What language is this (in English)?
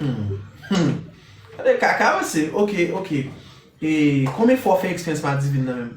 Haitian Creole